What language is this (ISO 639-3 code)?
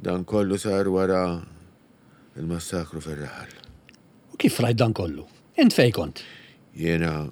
mlt